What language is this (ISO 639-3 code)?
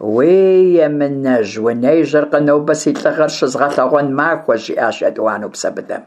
kbd